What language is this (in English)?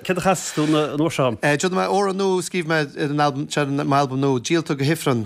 Irish